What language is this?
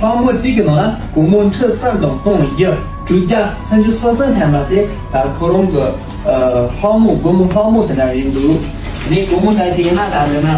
Tibetan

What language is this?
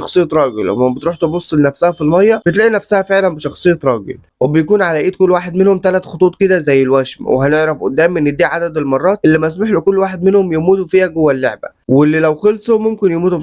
Egyptian Arabic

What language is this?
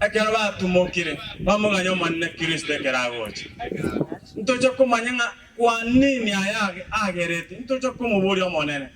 Gusii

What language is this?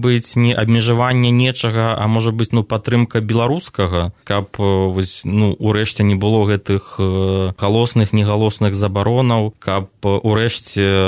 Belarusian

